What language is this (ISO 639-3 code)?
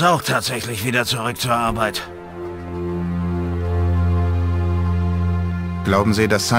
deu